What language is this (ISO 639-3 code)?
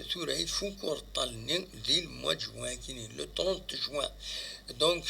kab